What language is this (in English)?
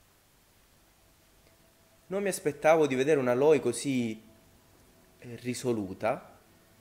Italian